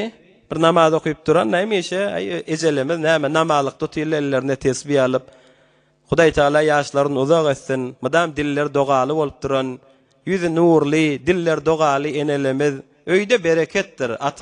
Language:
Turkmen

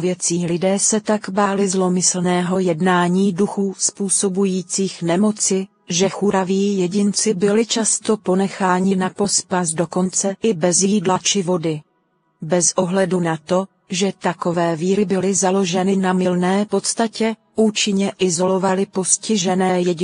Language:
Czech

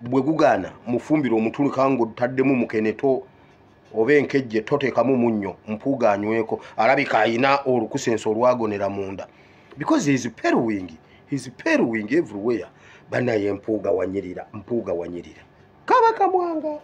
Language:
Ganda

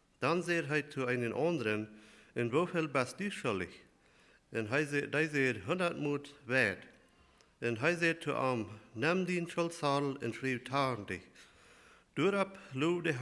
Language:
Plautdietsch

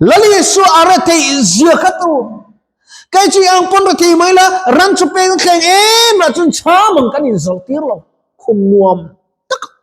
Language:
Mizo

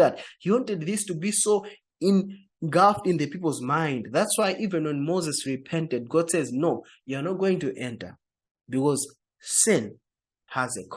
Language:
English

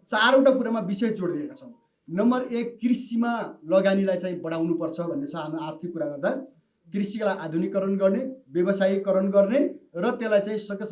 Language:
Nepali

